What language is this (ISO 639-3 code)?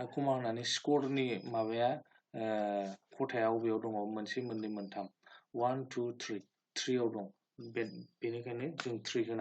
brx